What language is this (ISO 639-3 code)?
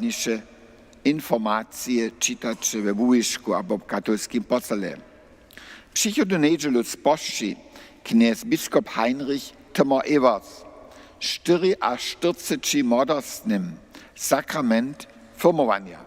hsb